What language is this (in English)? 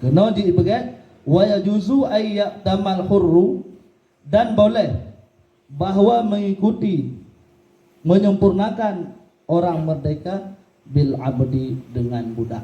Achinese